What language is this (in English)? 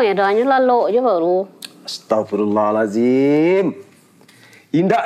Minangkabau